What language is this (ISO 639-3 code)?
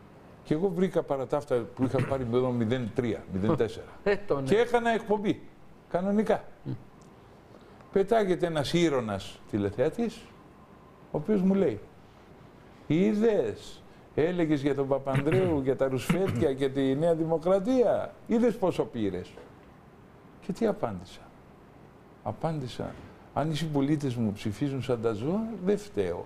ell